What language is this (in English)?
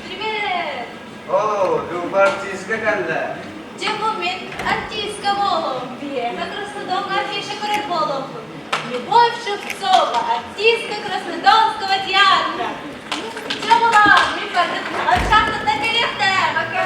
Yakut